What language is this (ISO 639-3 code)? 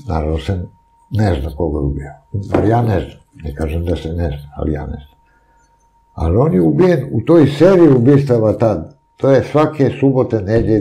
srp